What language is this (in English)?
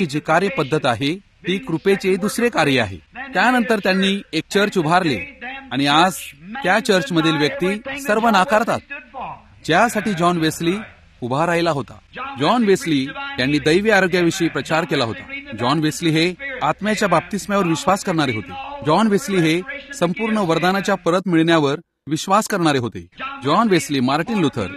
Marathi